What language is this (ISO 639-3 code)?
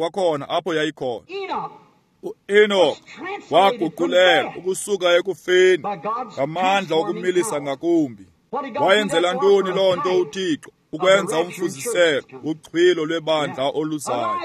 xho